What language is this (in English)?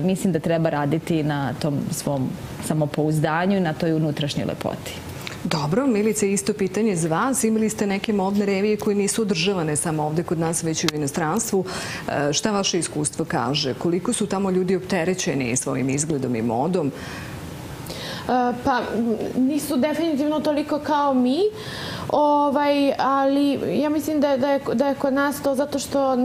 Serbian